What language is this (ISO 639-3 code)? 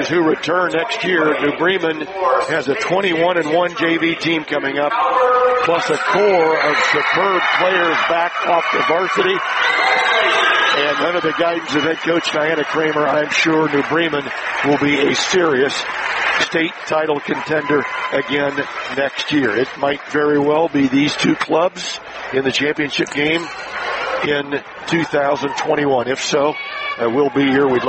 eng